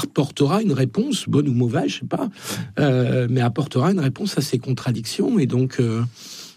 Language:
French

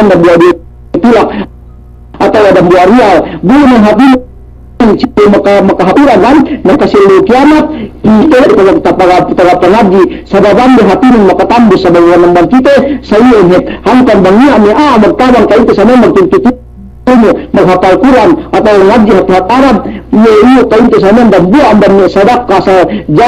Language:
Yakan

